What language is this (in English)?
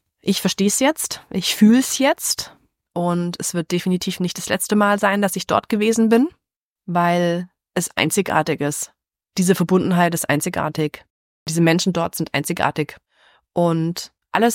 German